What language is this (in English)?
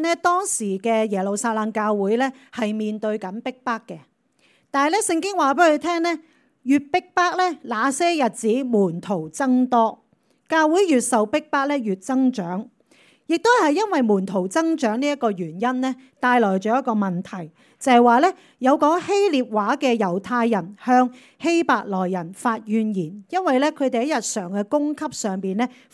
Cantonese